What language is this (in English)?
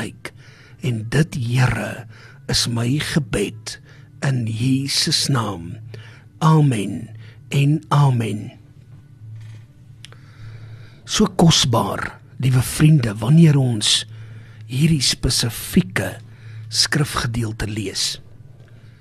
Afrikaans